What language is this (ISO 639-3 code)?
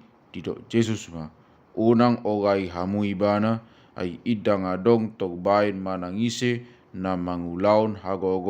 bbc